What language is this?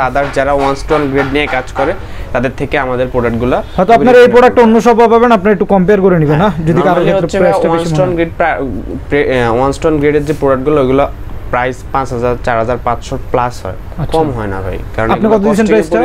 Bangla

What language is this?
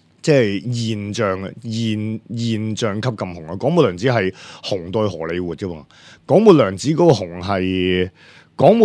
Cantonese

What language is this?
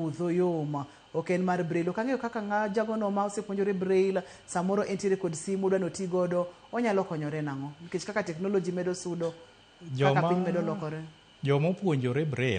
Luo (Kenya and Tanzania)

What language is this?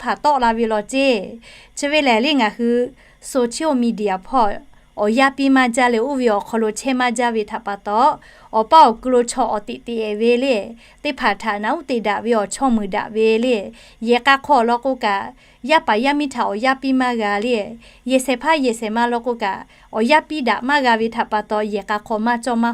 Lahu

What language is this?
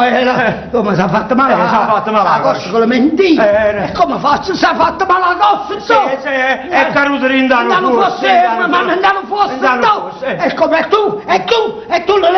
Neapolitan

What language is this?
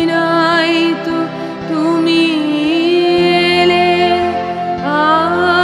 Bangla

